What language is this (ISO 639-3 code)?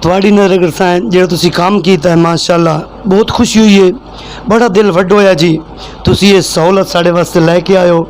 lah